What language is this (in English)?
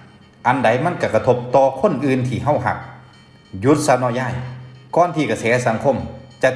Northeastern Thai